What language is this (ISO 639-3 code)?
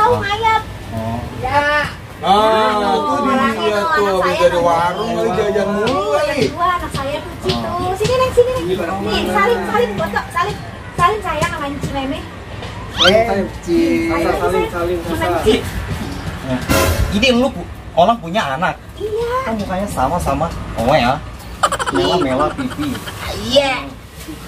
bew